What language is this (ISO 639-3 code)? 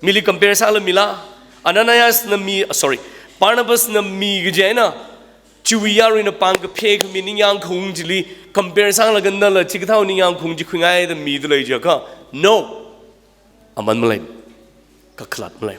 nmf